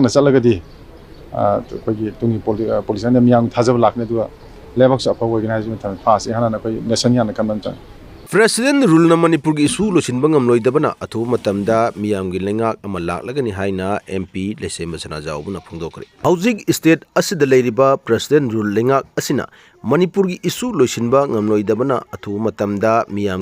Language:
Manipuri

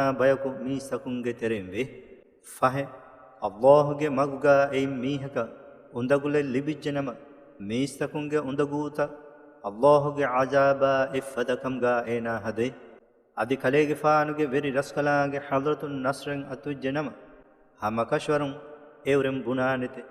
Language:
Divehi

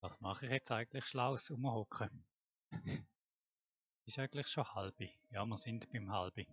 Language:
Swiss German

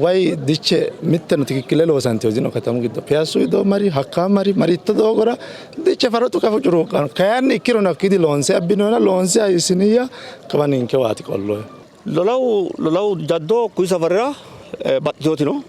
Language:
Sidamo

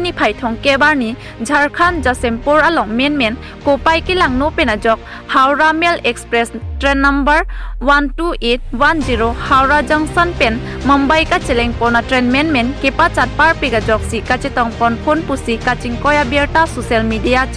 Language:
Karbi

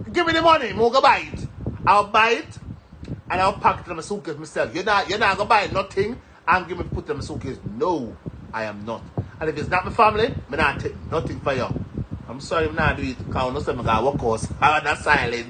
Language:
Jamaican Creole English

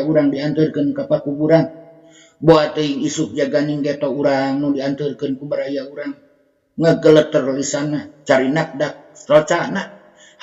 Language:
Sundanese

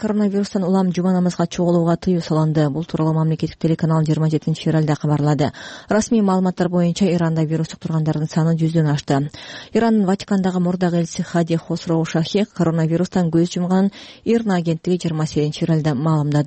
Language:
Kyrgyz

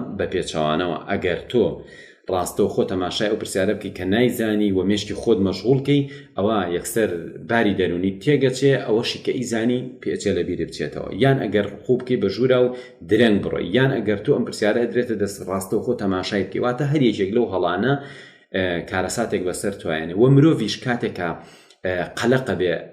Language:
Central Kurdish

